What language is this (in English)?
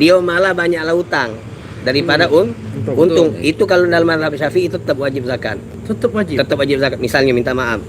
Musi